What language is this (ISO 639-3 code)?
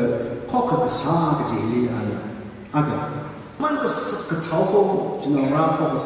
nmf